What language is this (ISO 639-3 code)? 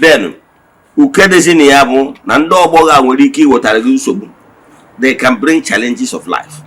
ibo